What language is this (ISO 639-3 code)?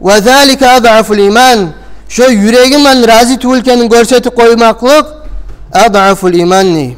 kum